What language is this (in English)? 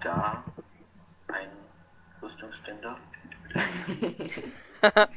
Swiss German